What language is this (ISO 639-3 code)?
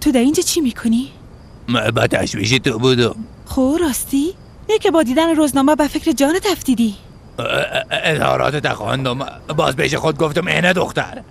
fas